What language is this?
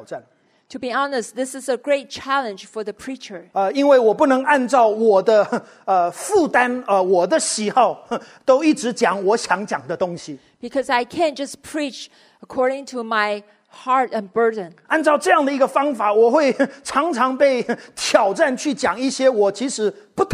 Chinese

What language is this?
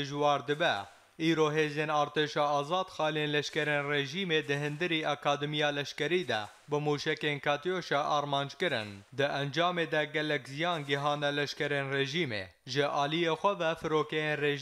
Kurdish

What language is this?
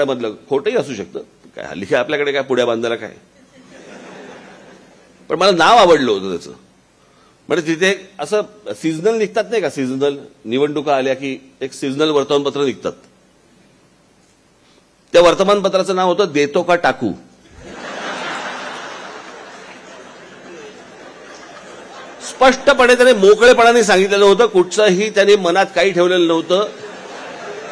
Marathi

